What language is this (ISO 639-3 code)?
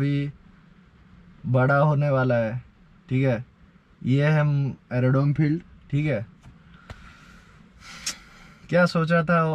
hin